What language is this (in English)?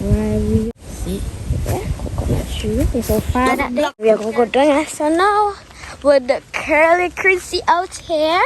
Jamaican Creole English